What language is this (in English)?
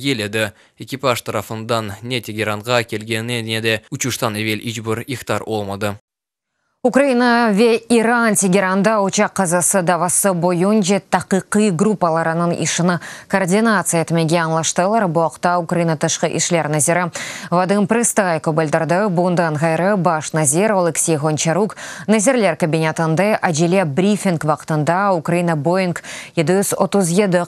Crimean Tatar